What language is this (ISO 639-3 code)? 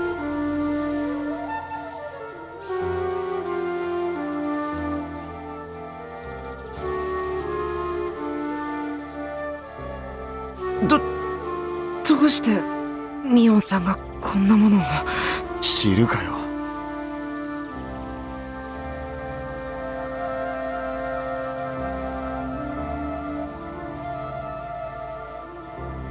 jpn